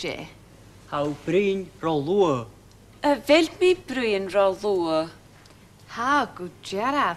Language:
Scottish Gaelic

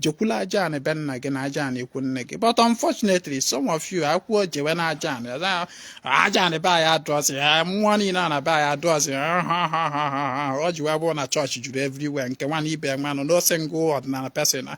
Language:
Igbo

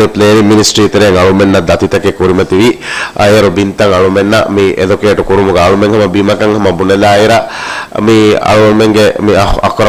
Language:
Divehi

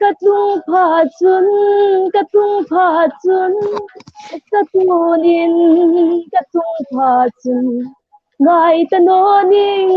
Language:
Hmar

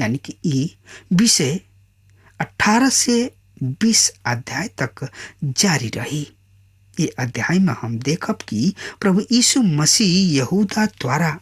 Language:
Bhojpuri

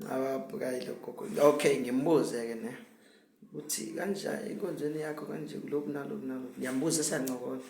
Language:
Zulu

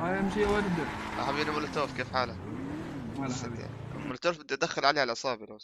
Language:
North Levantine Arabic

